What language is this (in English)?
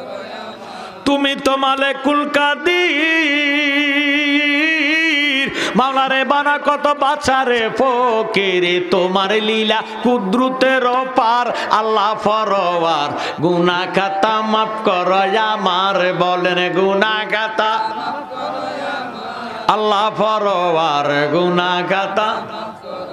Bangla